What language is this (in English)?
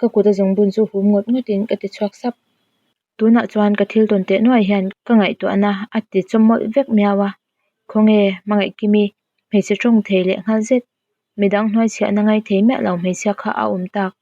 Mizo